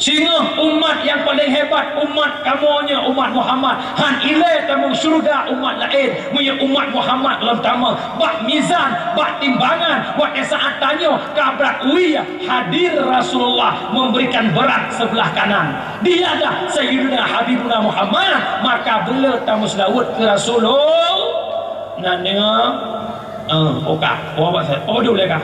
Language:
Achinese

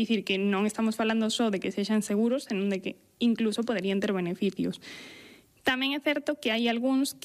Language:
Galician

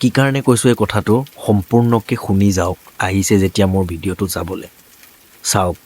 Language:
Assamese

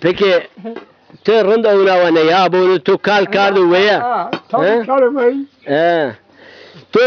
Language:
Zaza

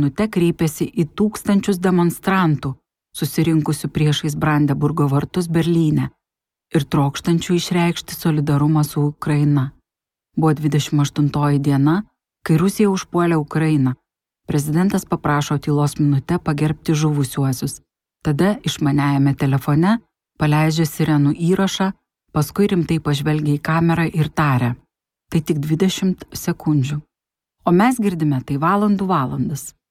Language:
Lithuanian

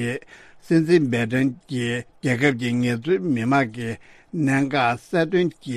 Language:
Tibetan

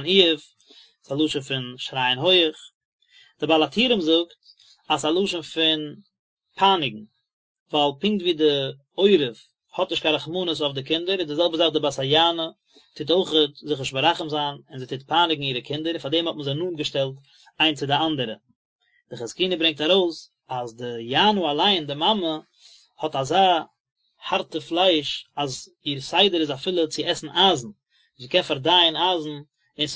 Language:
Yiddish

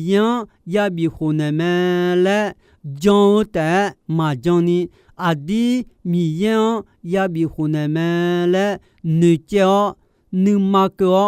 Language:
Akha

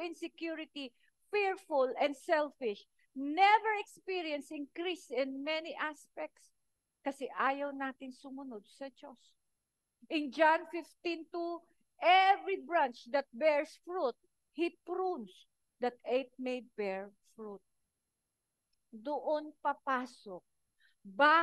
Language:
Filipino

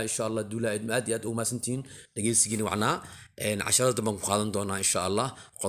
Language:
Somali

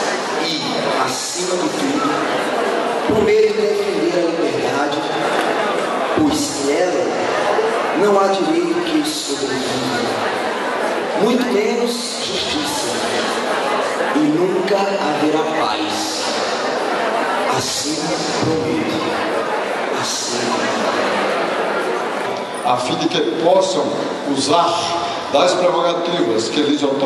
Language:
Portuguese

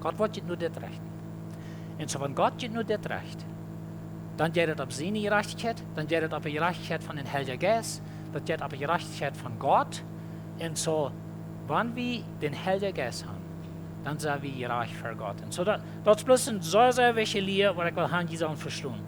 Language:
Plautdietsch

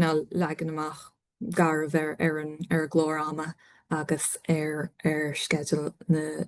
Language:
Irish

